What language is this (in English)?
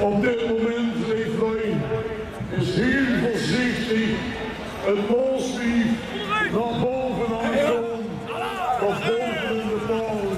Limburgish